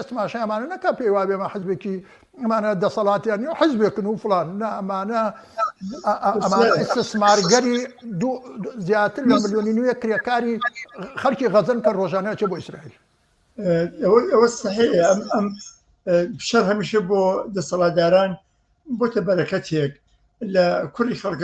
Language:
Central Kurdish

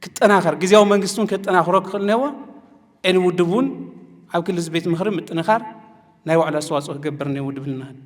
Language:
Tigrinya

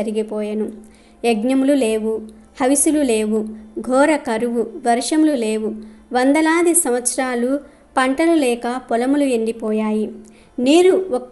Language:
Telugu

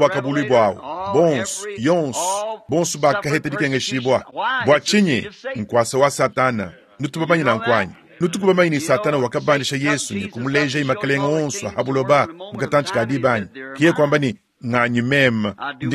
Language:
Luba-Lulua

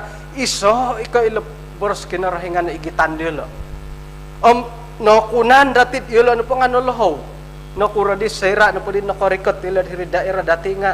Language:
Central Dusun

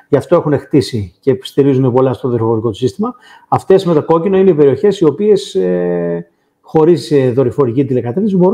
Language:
Greek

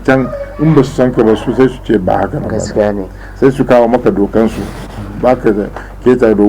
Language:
Hausa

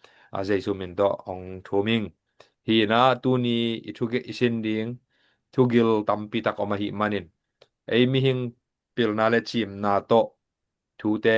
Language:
Tedim Chin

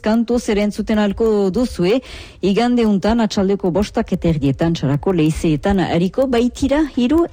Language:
Basque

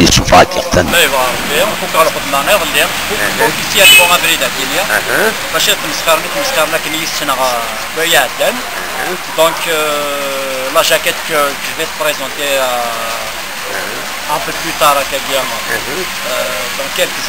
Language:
Kabyle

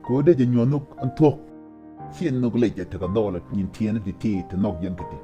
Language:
Nuer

